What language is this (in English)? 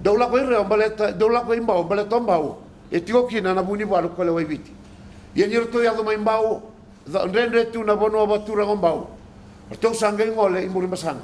Fijian